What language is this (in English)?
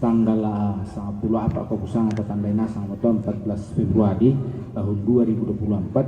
Toraja-Sa'dan